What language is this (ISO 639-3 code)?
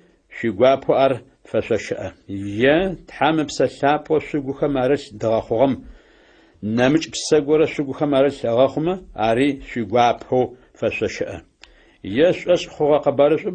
ady